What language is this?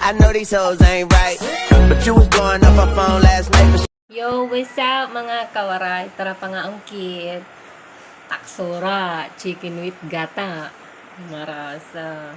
Waray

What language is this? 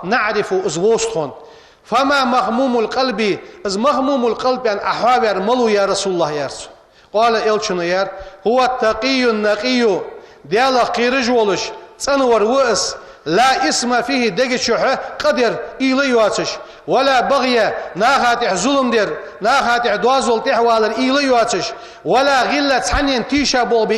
Ingush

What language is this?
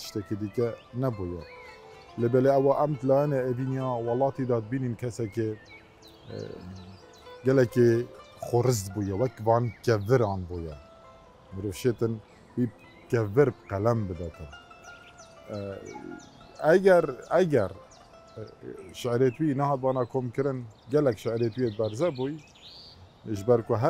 Kurdish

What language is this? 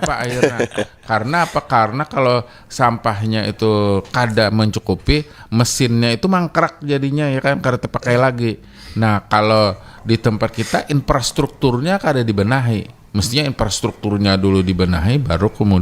Banjar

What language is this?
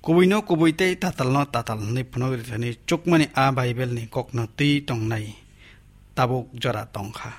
Kok Borok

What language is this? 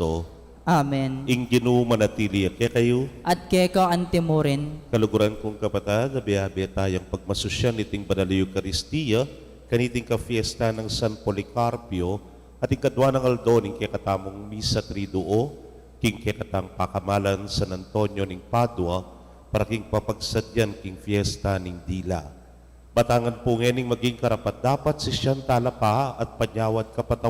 Pampanga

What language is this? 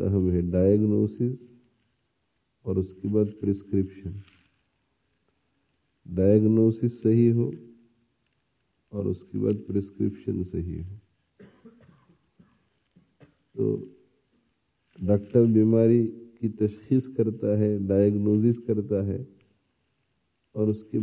Urdu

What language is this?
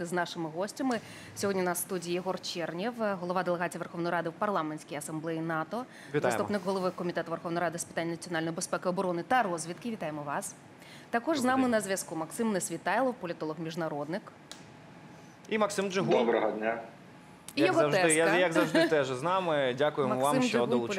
Ukrainian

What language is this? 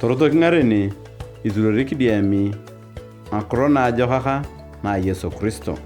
Turkana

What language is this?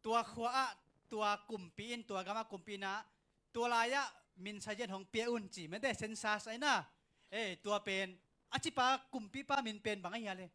Tedim Chin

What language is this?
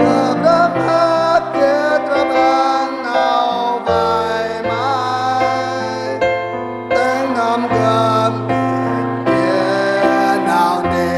Central Mnong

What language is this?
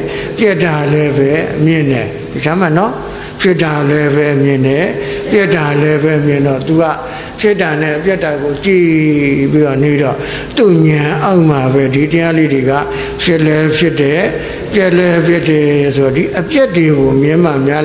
Burmese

